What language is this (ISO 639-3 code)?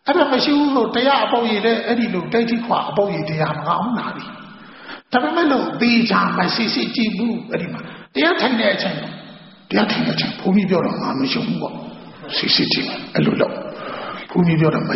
mya